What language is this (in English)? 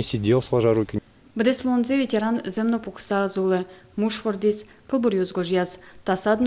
Udmurt